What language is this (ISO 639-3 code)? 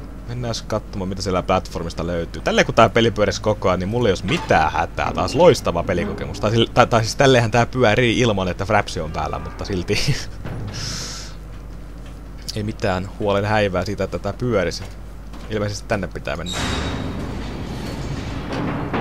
fin